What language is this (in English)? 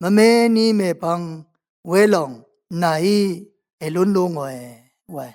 Rawang